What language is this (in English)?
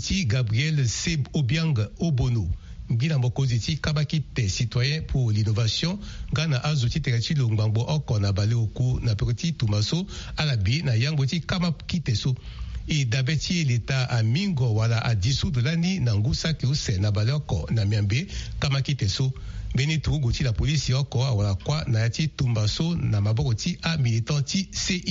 Sango